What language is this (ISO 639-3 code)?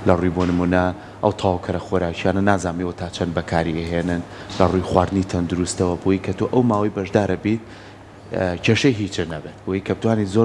ckb